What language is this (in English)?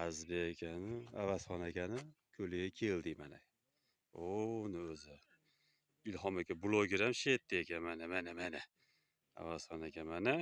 Uzbek